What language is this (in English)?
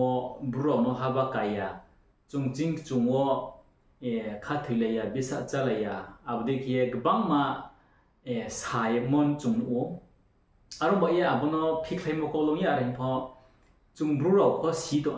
Riang (India)